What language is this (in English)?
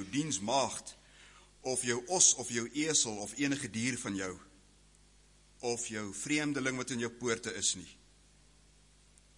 Afrikaans